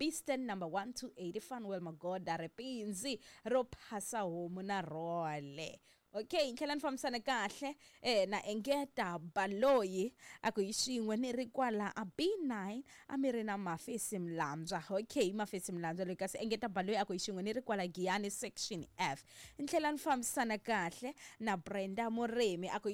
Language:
Tsonga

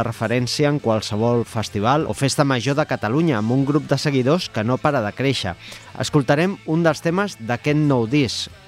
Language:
Catalan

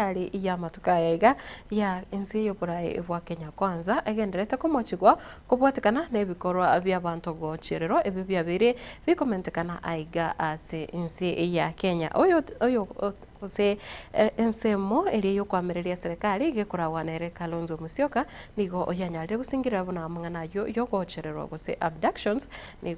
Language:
Gusii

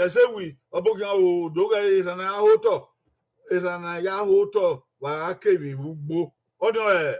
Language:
Bini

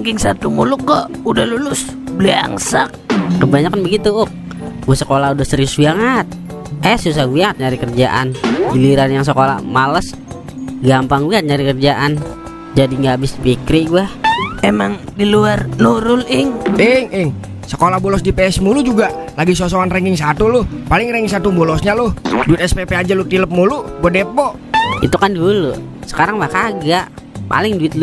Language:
Betawi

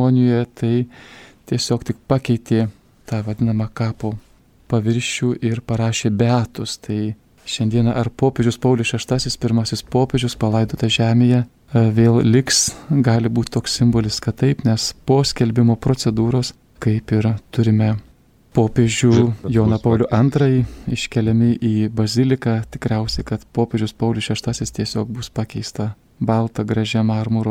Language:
Lithuanian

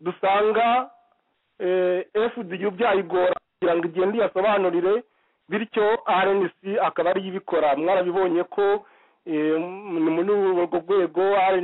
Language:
Kinyarwanda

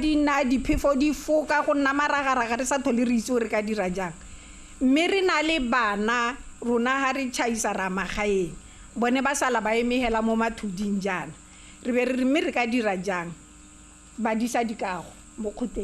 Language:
Tswana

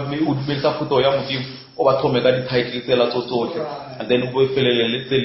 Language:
Northern Sotho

